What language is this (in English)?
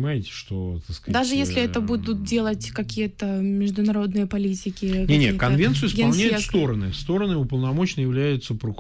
Russian